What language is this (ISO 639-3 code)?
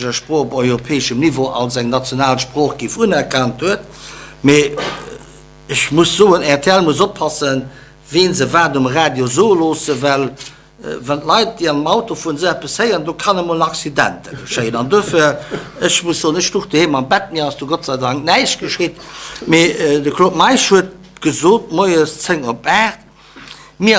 ltz